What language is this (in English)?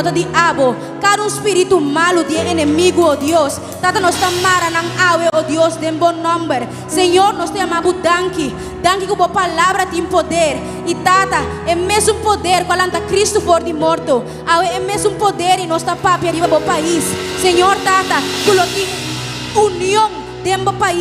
Papiamento